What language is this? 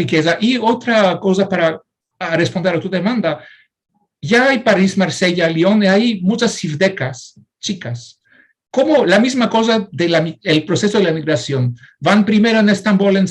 Ladino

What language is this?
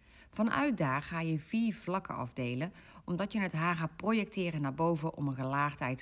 Dutch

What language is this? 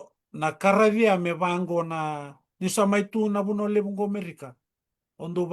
Fijian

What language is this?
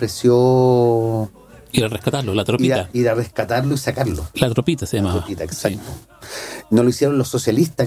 Spanish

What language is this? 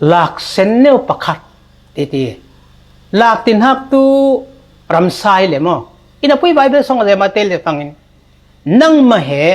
Falam Chin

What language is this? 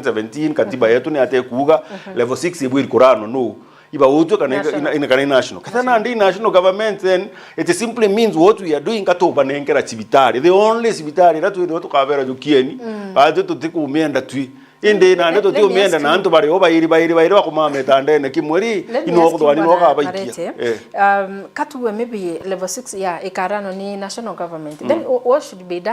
Meru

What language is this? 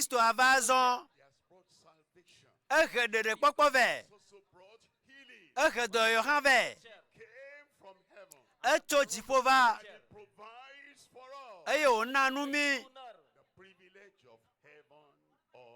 Ewe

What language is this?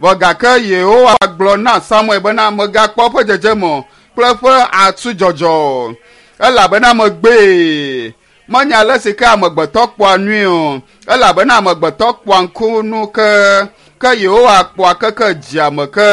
Ewe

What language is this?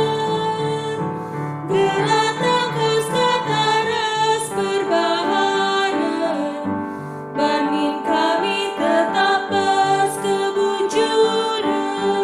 Batak Karo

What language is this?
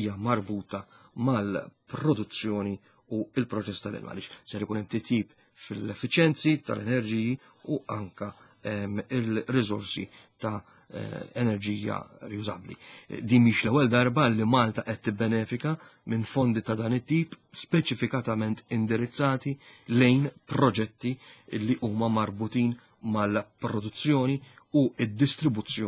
Maltese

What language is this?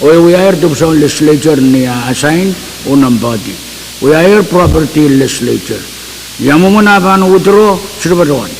Pohnpeian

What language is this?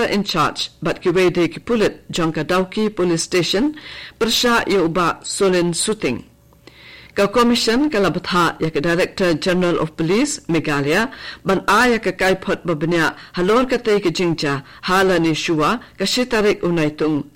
Khasi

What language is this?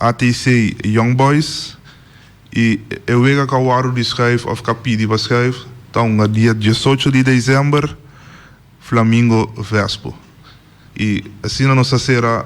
Papiamento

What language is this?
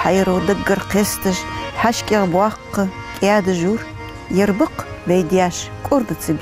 Ingush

